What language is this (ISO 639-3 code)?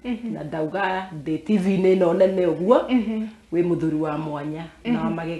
kik